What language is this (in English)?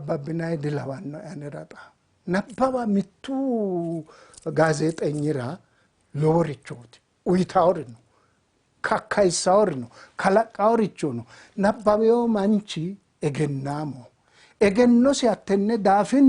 Sidamo